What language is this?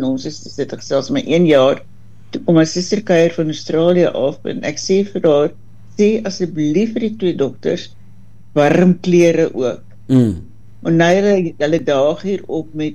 Afrikaans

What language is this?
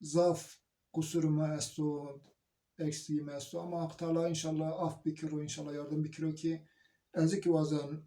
Zaza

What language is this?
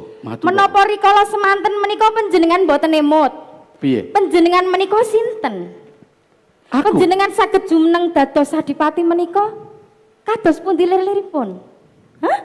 Javanese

